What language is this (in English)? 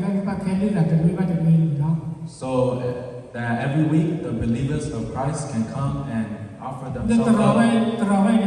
S'gaw Karen